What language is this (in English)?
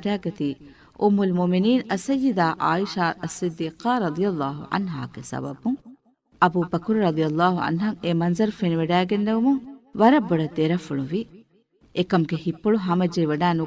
Divehi